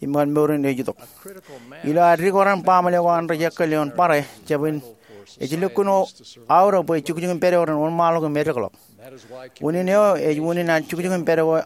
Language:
Marshallese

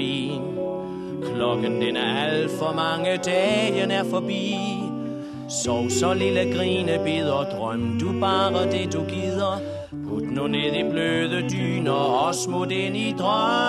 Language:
Danish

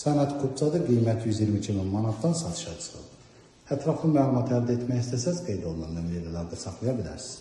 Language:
Azerbaijani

